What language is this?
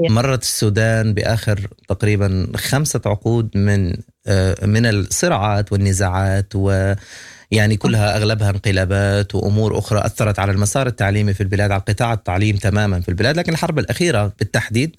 Sudanese Arabic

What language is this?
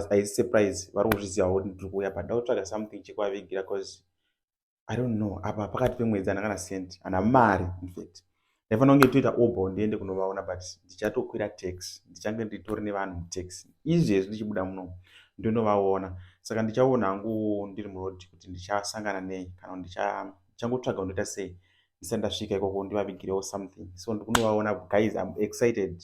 Shona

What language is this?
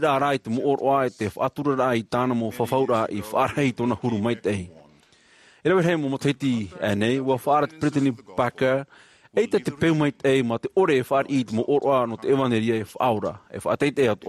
Tahitian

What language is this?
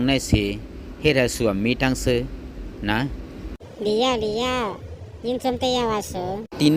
Shan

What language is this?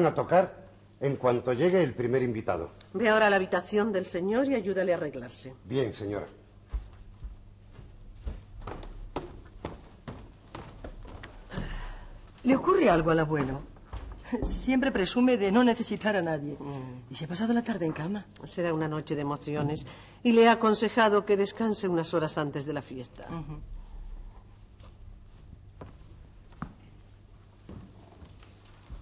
Spanish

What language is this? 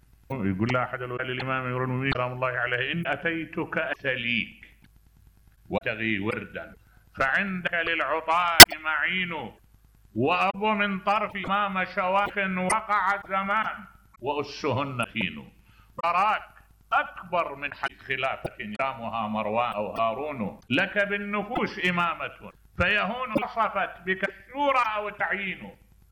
Mesopotamian Arabic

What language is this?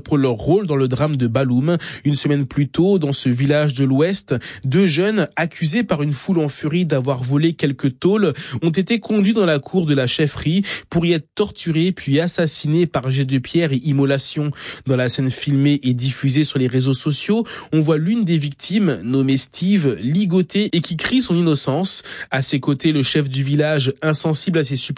French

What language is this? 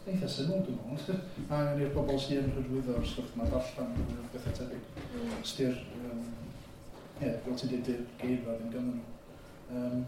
Welsh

